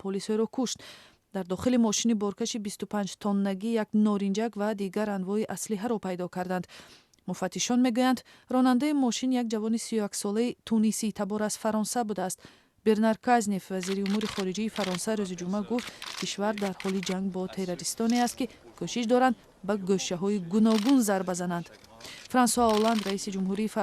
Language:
Tajik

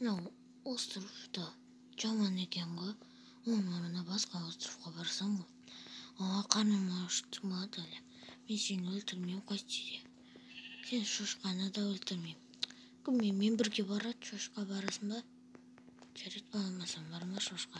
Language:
Kazakh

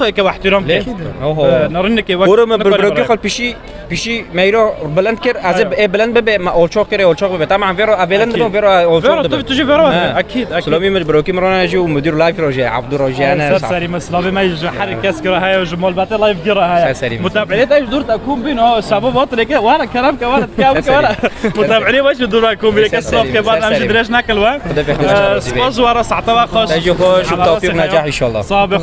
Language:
Kurdish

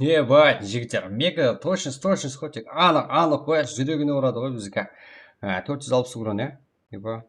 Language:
Kara-Kalpak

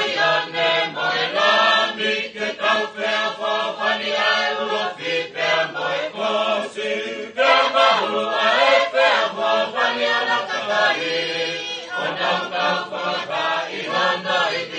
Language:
Tongan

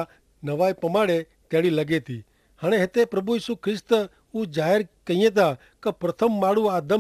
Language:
Kachhi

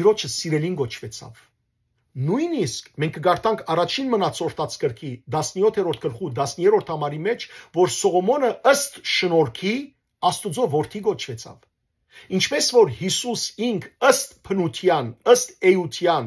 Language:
Western Armenian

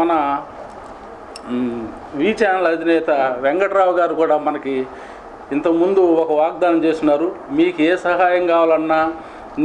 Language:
Telugu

